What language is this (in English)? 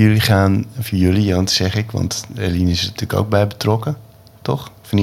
Dutch